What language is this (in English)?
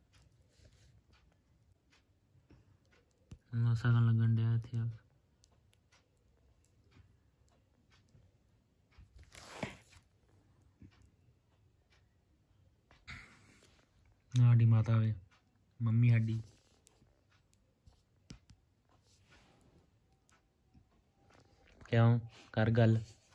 Punjabi